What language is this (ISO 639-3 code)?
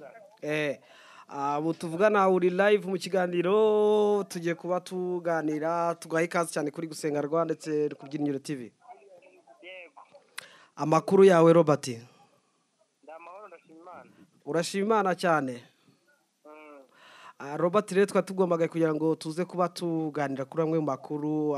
kin